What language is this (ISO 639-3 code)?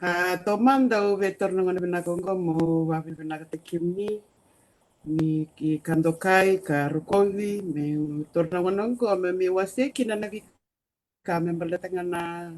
fij